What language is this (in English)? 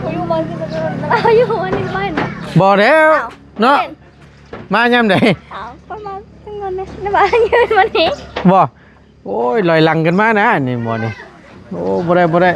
Northeastern Thai